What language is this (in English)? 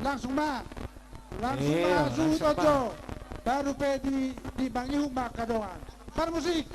Batak Toba